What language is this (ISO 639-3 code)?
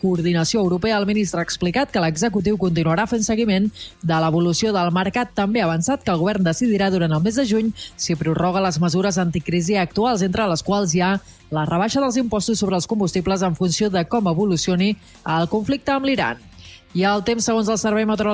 cat